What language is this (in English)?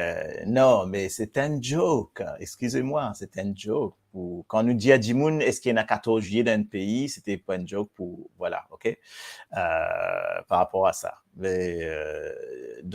Morisyen